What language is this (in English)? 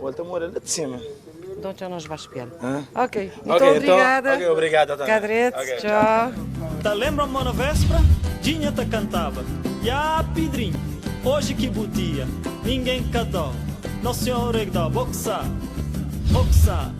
Kabuverdianu